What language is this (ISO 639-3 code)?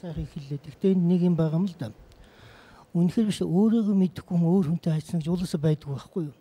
mon